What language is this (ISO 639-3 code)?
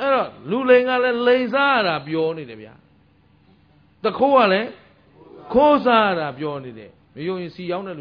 mya